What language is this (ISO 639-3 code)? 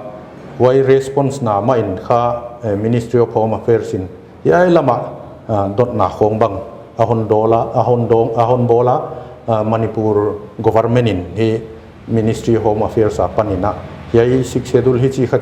pck